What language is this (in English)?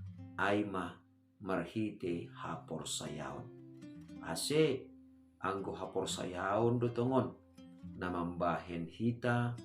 Batak Simalungun